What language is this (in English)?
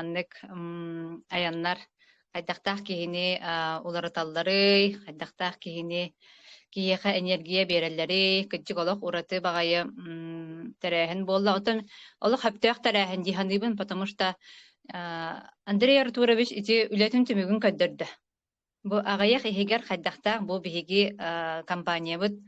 Yakut